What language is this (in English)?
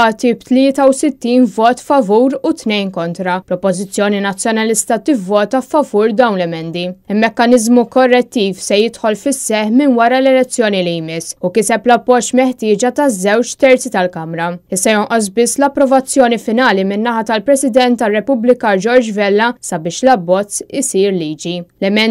Maltese